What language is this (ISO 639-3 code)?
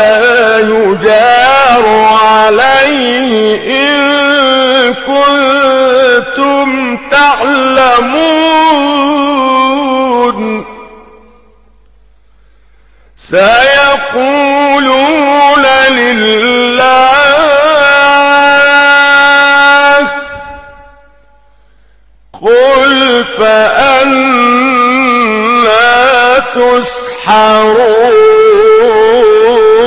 ara